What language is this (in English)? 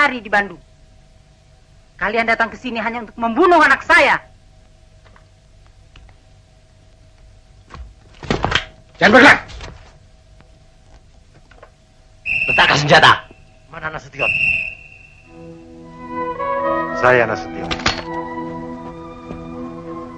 Indonesian